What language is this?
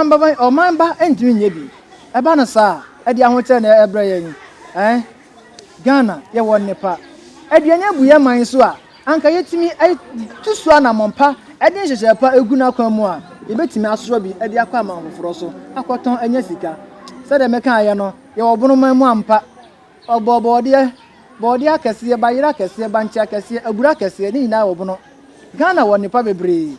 Akan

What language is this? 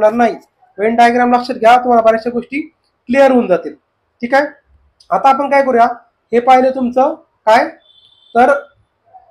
Marathi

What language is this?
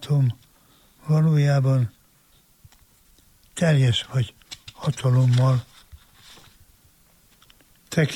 Hungarian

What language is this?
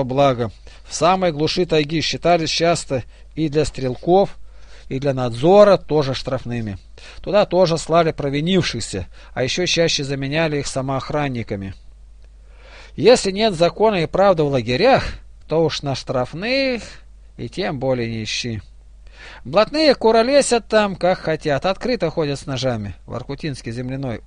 Russian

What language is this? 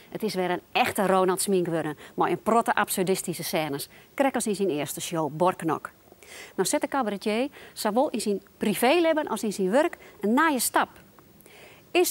Western Frisian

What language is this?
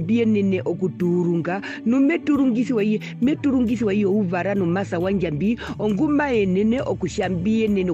Herero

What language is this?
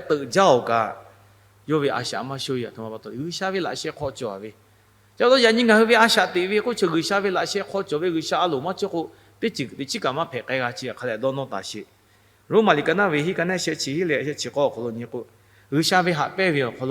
Lahu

